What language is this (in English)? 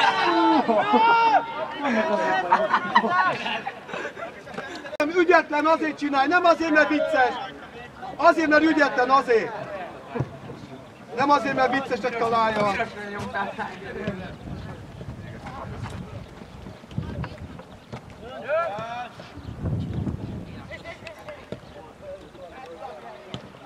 Hungarian